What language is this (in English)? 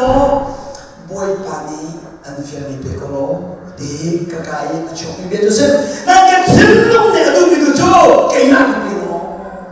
Hakha Chin